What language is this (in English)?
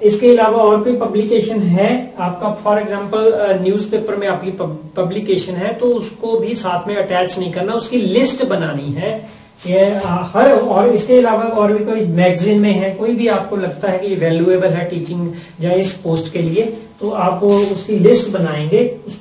Hindi